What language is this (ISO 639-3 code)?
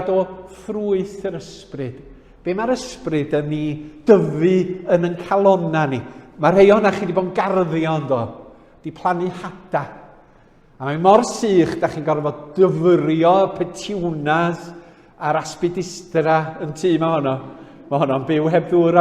cym